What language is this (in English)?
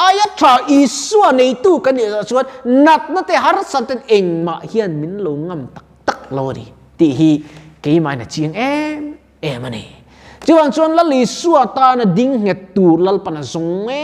Mizo